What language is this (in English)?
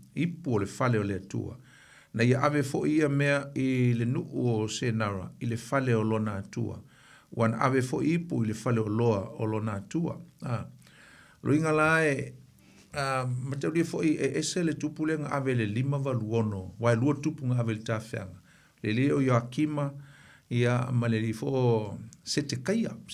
Samoan